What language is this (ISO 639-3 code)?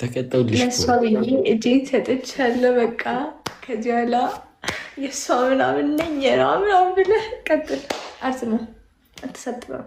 amh